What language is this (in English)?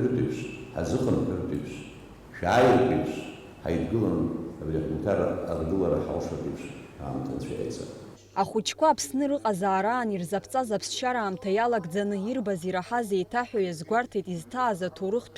Abkhazian